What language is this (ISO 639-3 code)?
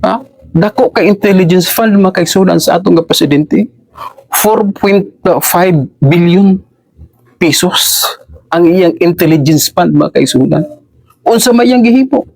ceb